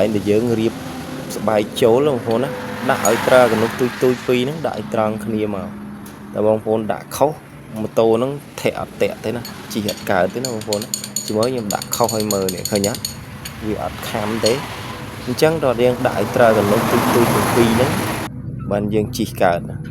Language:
Khmer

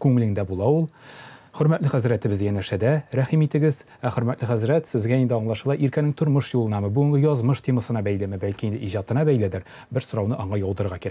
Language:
Tatar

